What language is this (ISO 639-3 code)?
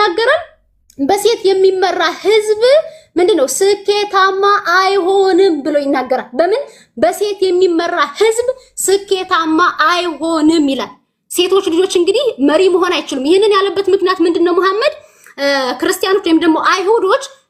amh